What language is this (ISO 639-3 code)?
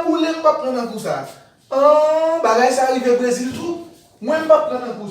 hat